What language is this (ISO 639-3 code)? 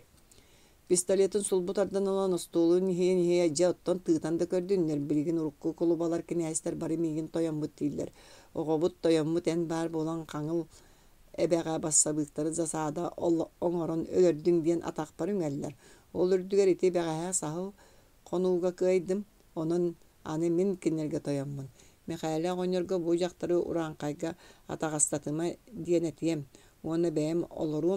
sah